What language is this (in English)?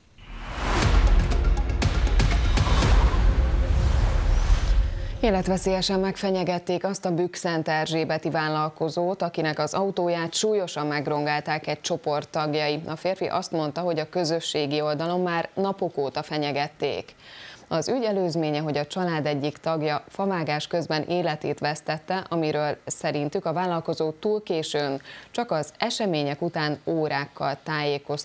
Hungarian